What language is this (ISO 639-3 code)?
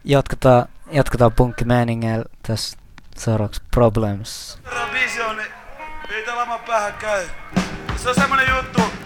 fin